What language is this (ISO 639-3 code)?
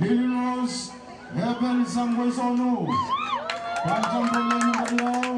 pon